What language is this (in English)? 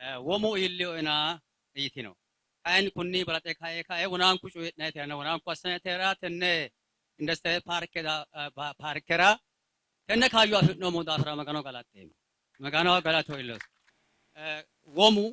Sidamo